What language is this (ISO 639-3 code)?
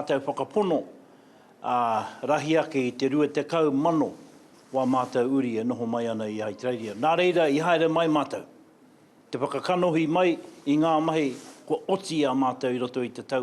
mri